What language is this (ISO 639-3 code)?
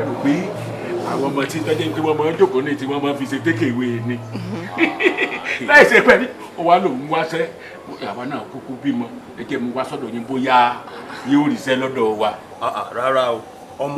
yor